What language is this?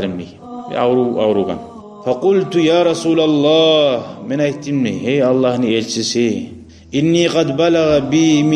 Kumyk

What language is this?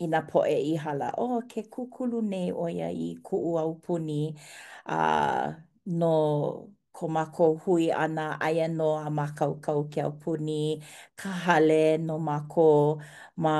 Hawaiian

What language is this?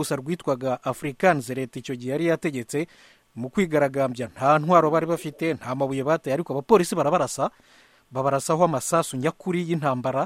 Kinyarwanda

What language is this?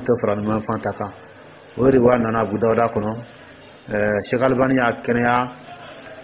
Dyula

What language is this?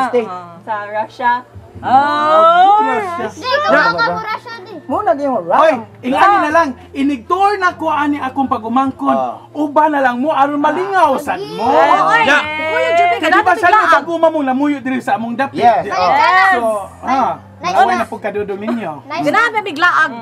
Cebuano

